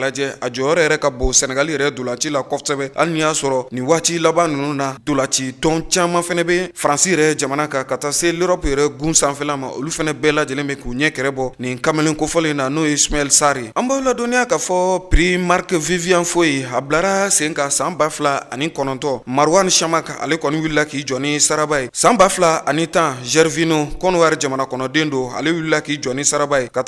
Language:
Bambara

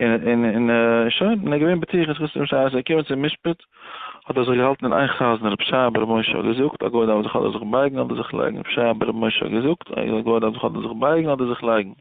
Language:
Yiddish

